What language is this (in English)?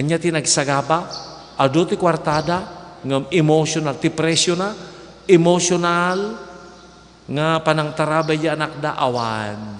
Iloko